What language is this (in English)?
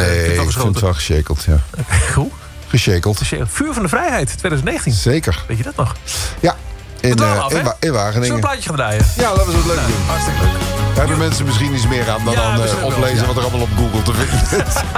Dutch